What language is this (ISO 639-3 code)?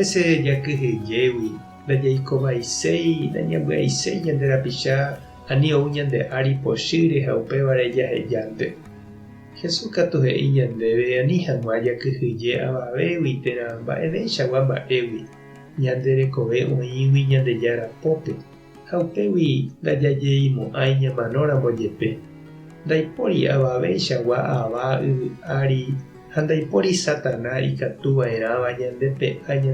grn